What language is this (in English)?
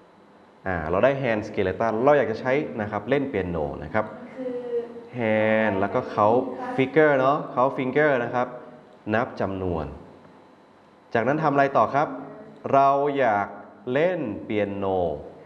Thai